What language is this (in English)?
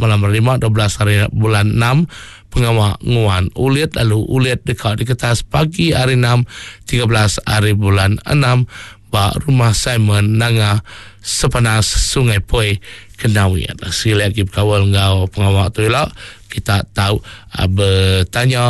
Iban